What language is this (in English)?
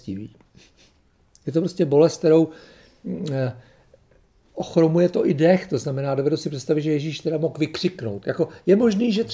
Czech